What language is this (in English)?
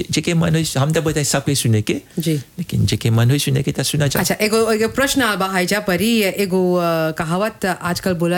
Bhojpuri